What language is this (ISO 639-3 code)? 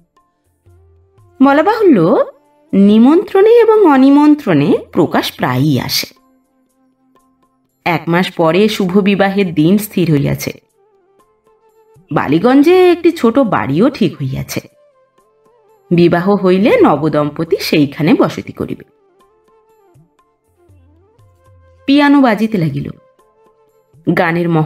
ben